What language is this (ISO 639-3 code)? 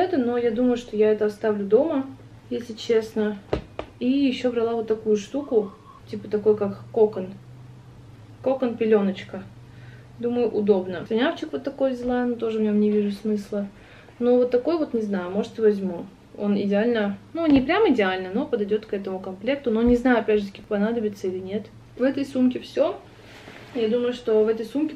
rus